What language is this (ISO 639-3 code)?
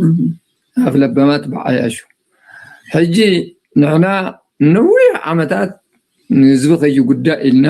tir